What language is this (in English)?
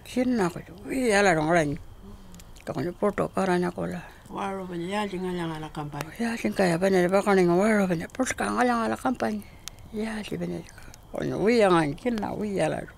Pitjantjatjara